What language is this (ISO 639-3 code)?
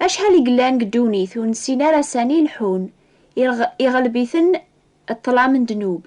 kab